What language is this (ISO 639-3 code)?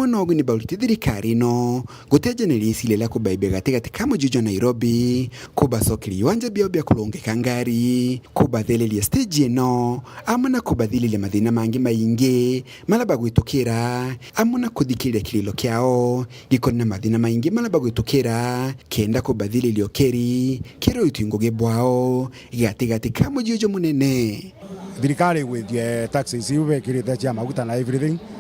mer